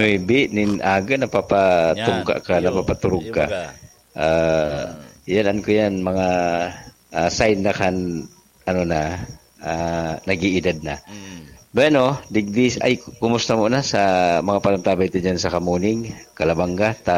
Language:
Bikol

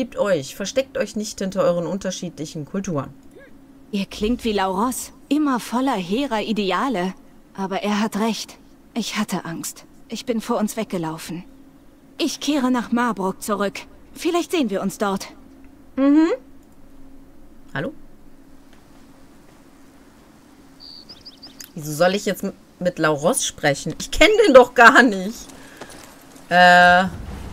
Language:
German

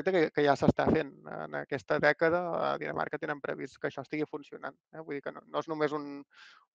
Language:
Catalan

